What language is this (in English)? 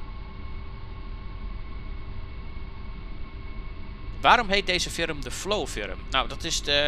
Dutch